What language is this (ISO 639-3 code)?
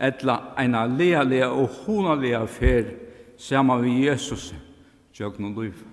fao